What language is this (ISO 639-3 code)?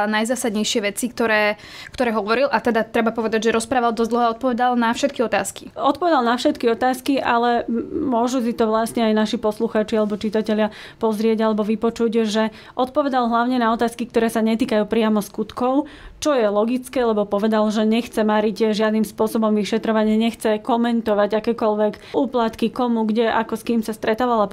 slk